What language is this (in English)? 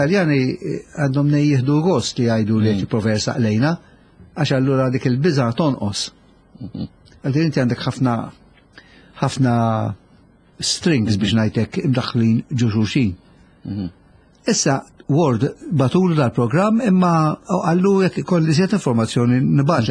Maltese